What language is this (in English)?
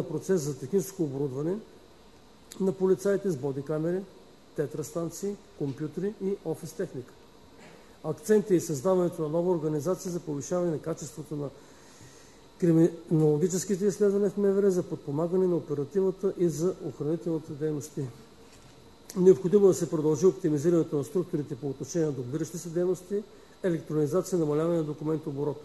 Bulgarian